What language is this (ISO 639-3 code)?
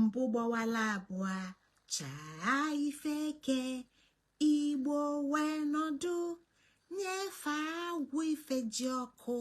ibo